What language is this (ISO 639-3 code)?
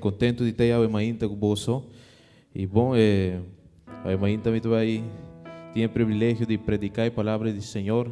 pap